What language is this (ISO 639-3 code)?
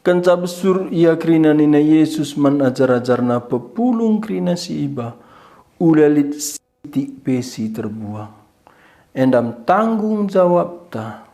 btx